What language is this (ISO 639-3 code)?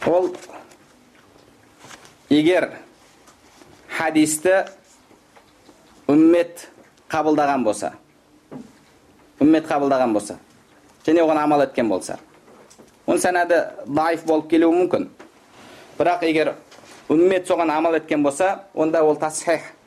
kaz